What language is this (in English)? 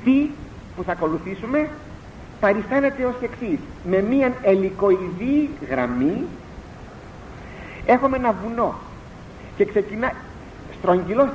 Greek